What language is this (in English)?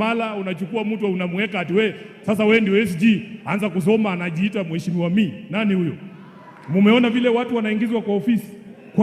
Swahili